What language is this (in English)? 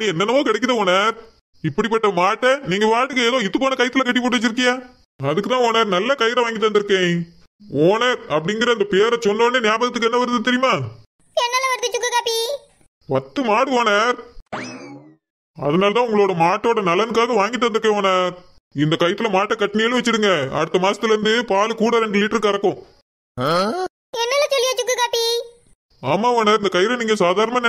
Tamil